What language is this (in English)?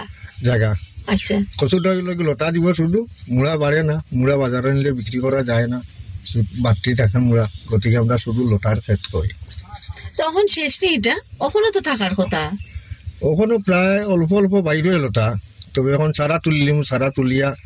Bangla